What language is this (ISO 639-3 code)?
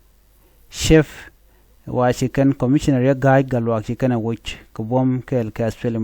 nus